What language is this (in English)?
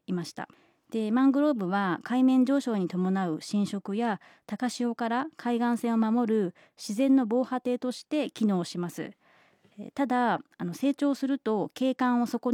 Japanese